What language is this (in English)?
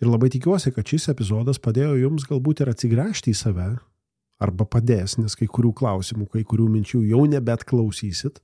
Lithuanian